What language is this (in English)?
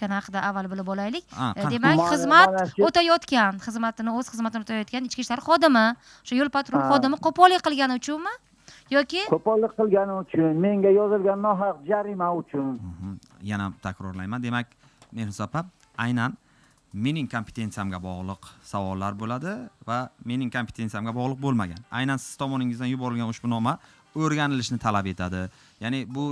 Uzbek